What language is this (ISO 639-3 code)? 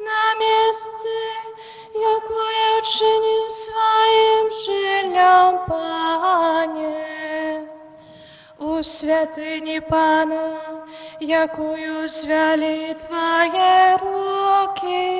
bel